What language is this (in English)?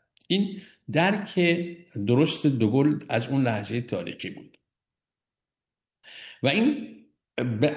Persian